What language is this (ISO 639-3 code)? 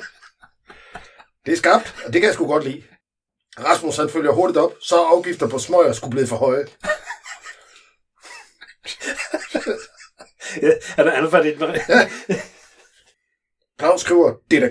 dan